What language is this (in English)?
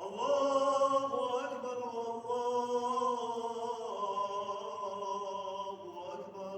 Ingush